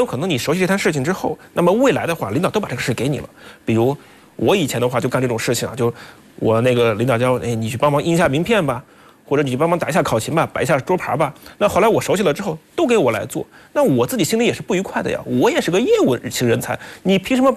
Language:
Chinese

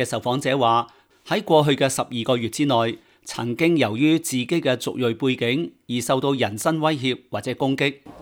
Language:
Cantonese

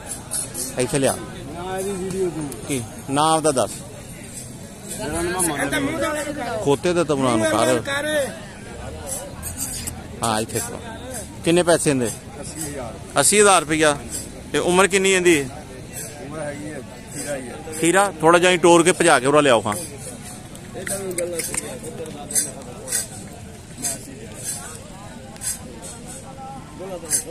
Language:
Punjabi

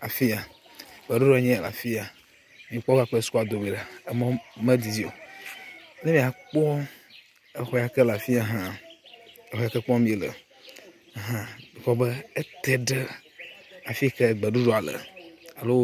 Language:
Ewe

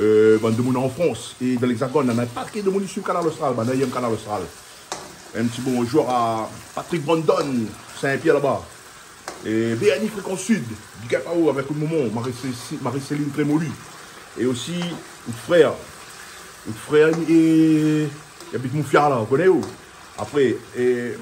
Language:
Réunion Creole French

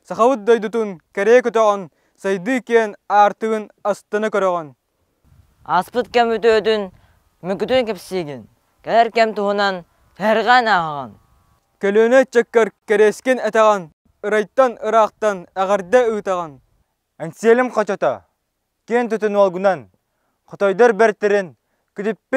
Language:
Yakut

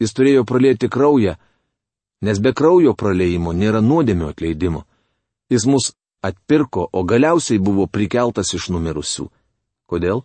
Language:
Lithuanian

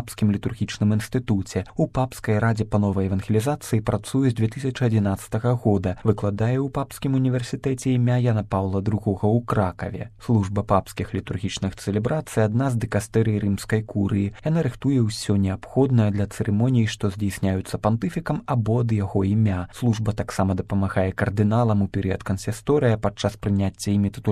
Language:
Belarusian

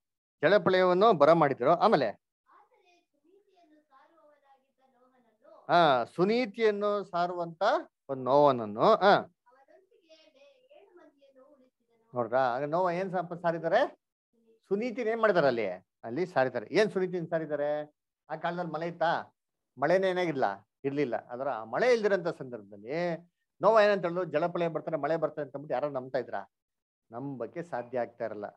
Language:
Kannada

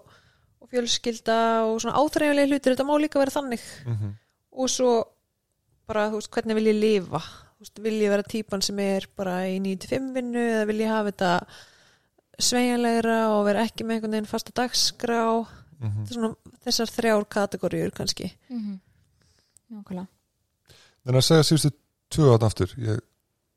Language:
Icelandic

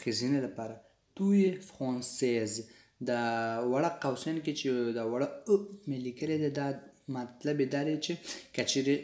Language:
Pashto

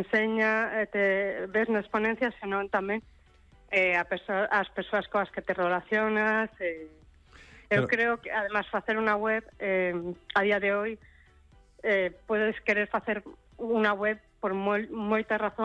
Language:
Galician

